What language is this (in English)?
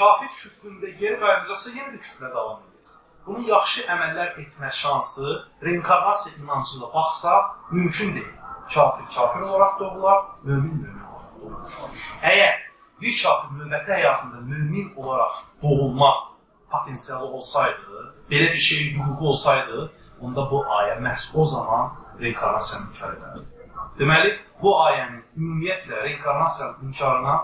Azerbaijani